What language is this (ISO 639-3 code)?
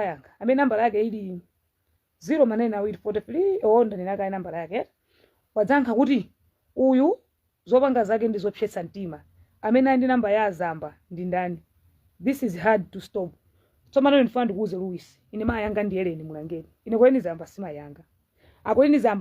nya